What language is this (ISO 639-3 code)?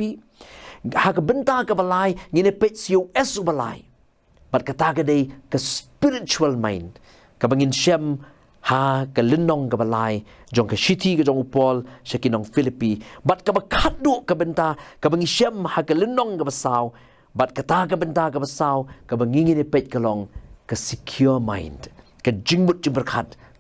kha